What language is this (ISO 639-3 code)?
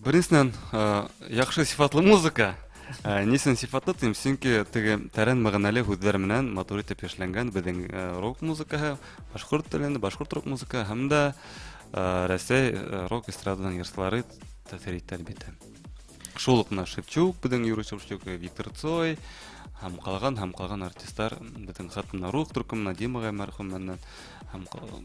bak